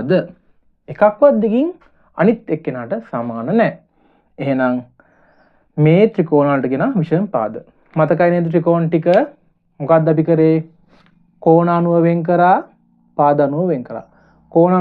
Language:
Sinhala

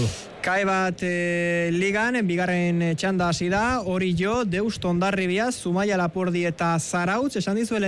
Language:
Basque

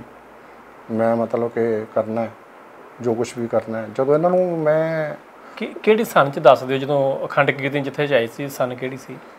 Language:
Punjabi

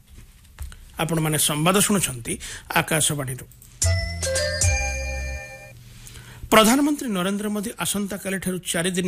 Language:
Odia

